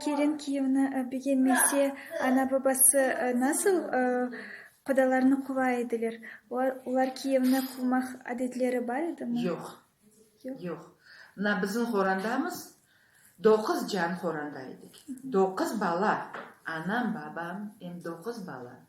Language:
Crimean Tatar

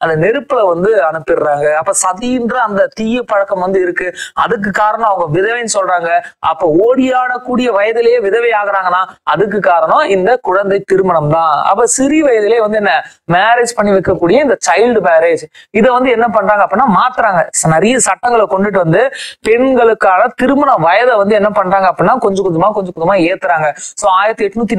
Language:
Tamil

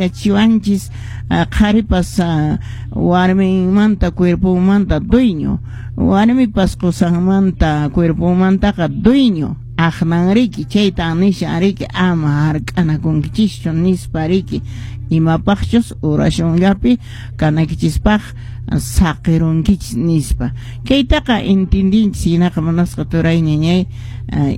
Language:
Quechua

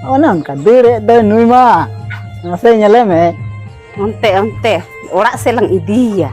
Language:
Santali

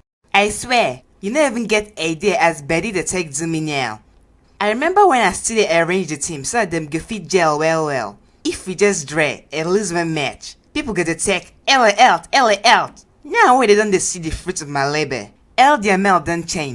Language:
Nigerian Pidgin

